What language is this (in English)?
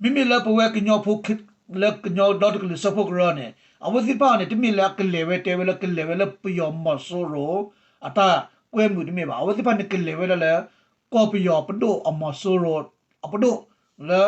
S'gaw Karen